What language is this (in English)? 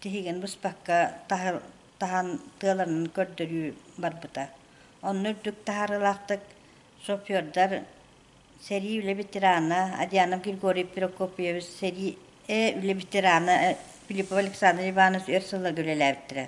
Yakut